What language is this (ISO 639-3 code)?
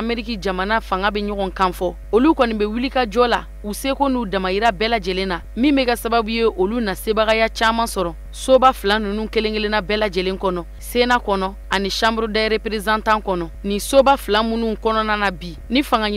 bam